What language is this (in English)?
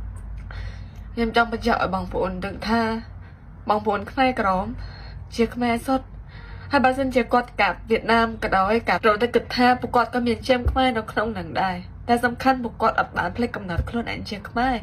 Khmer